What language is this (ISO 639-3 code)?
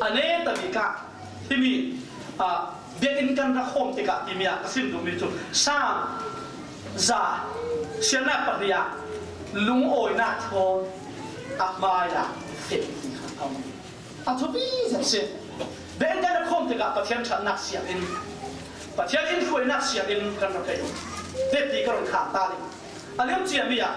cfm